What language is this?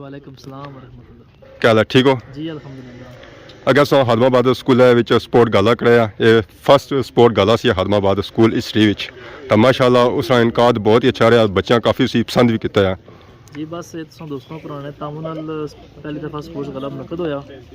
Pahari-Potwari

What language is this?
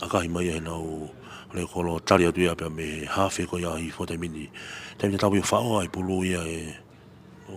Tongan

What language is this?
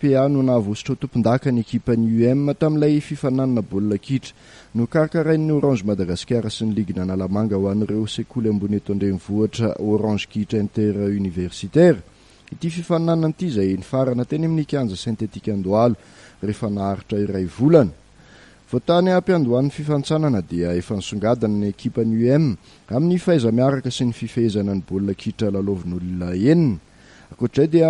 Malagasy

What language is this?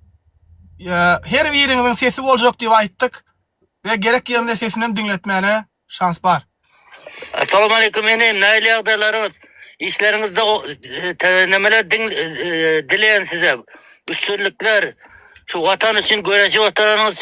Turkmen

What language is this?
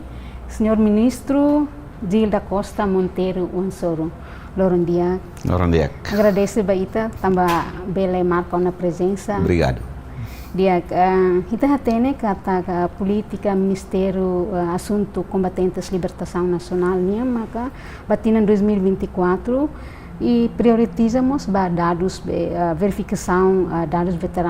Tetum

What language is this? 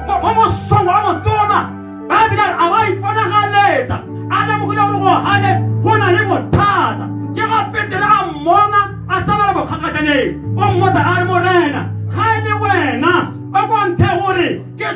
Tswana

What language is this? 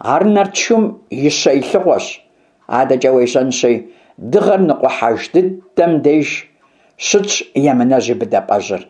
Kabardian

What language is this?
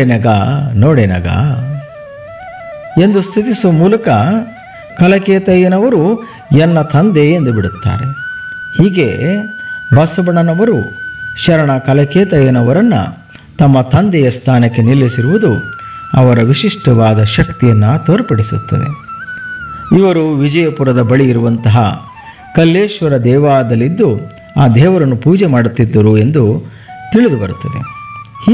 Kannada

